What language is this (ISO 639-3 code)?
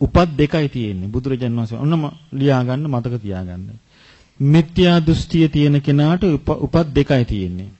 sin